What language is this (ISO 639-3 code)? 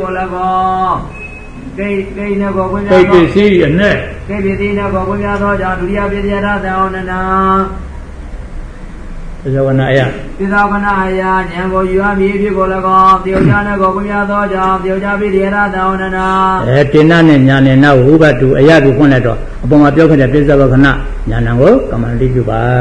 mya